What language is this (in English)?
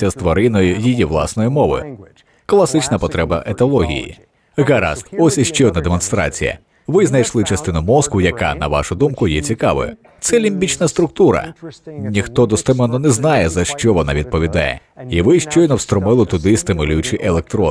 Ukrainian